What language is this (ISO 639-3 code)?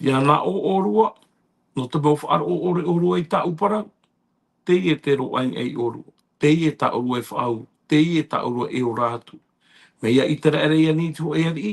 tah